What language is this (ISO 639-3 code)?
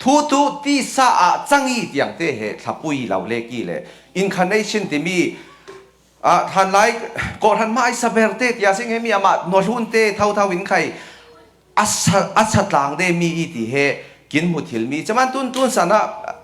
cfm